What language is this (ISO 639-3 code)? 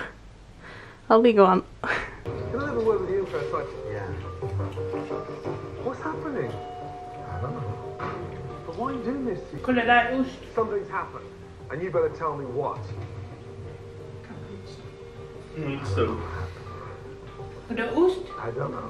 swe